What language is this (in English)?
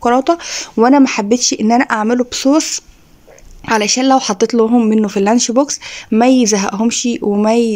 Egyptian Arabic